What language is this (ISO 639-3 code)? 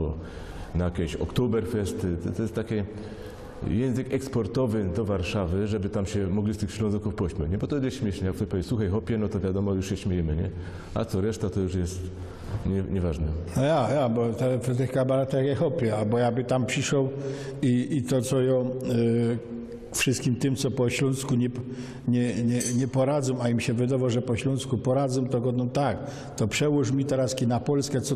szl